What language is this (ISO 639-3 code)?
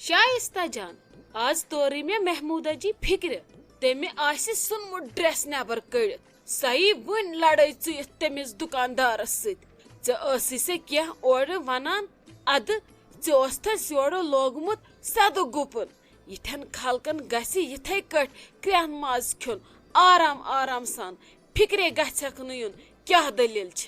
kas